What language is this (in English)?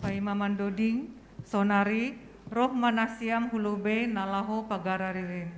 Batak Simalungun